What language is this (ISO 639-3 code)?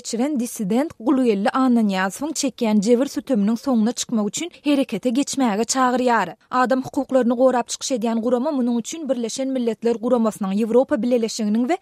tuk